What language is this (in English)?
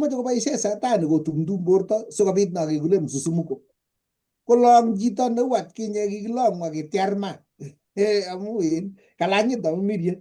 Kalenjin